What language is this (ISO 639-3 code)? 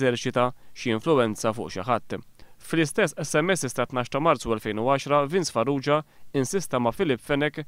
mlt